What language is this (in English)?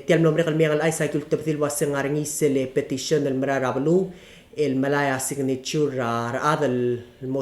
Palauan